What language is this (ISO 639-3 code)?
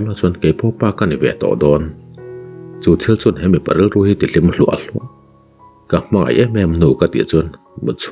lus